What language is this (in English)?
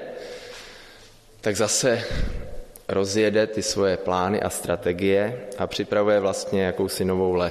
Czech